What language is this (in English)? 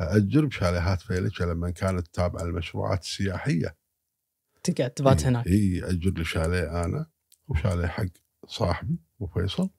Gulf Arabic